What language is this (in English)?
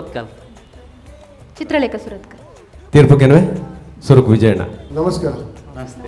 Kannada